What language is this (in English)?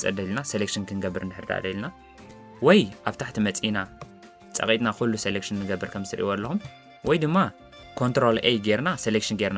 Tigrinya